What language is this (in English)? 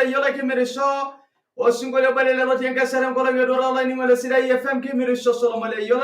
Masai